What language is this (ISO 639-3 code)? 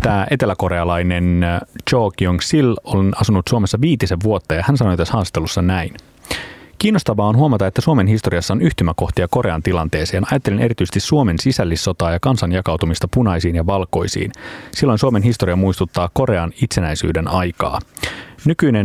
fin